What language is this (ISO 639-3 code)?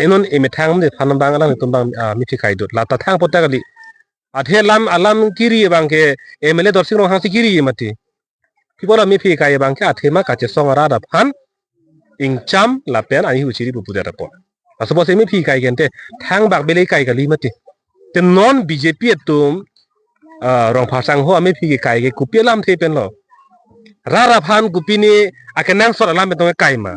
mjw